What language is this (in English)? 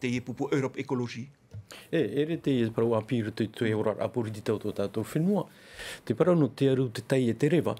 Tahitian